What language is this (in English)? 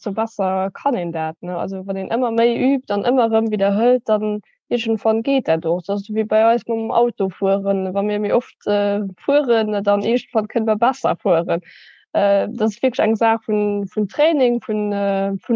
Luxembourgish